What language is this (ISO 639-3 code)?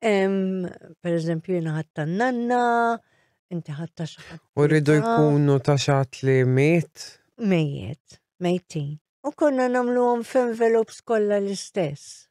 mlt